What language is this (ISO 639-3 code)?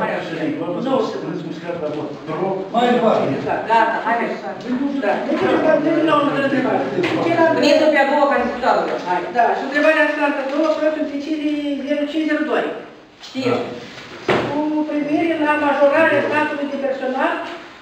ron